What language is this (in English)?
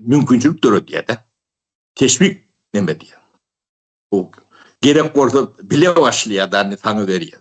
Turkmen